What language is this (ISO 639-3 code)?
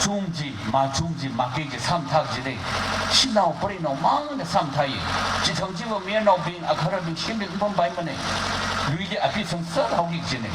nmf